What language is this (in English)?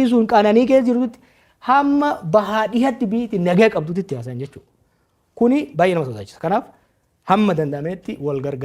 Oromo